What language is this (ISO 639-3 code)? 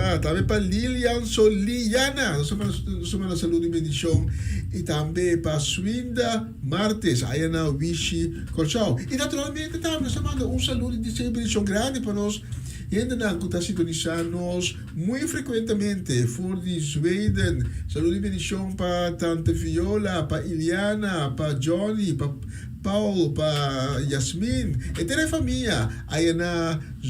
pap